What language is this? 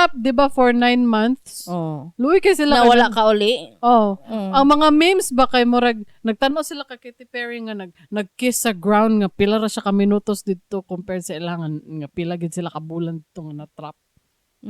Cebuano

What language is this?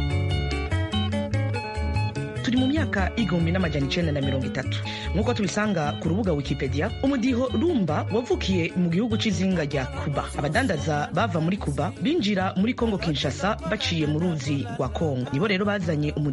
Kinyarwanda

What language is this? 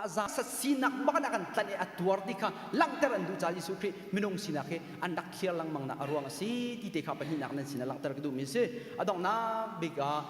Hakha Chin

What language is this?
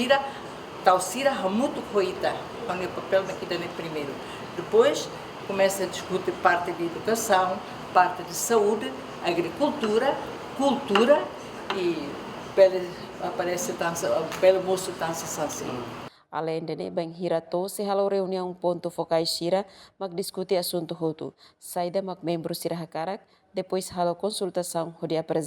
Tetum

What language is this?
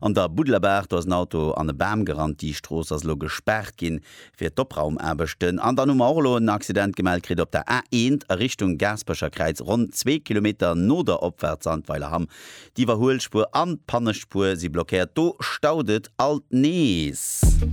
Luxembourgish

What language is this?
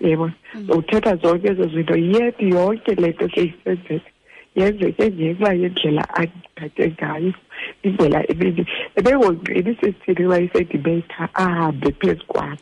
Xhosa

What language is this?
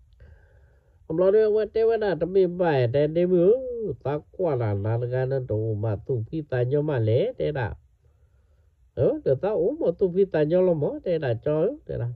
S'gaw Karen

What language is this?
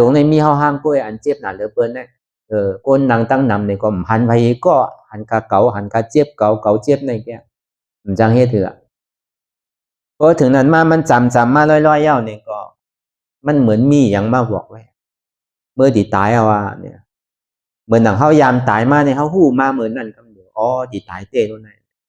Shan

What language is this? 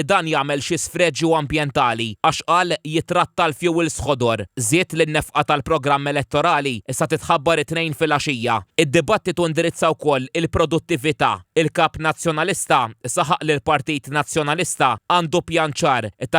Maltese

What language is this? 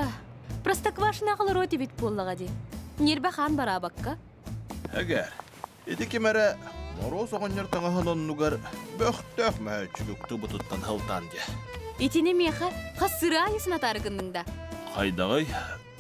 Yakut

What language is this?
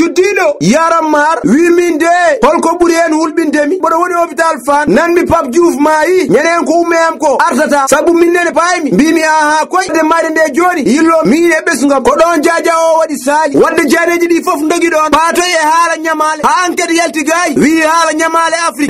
Fula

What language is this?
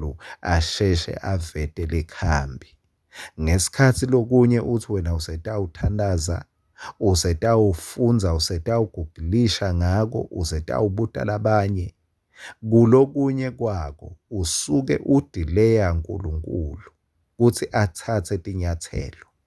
Swati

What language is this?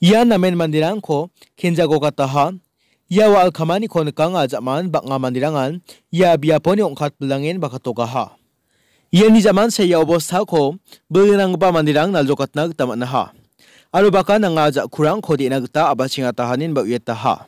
Garo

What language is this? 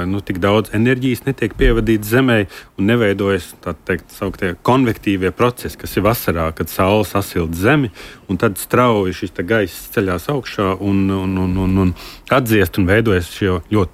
Latvian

